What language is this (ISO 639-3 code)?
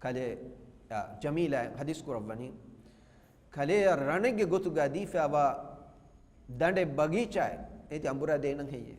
div